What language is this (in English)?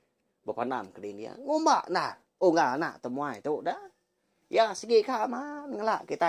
Iban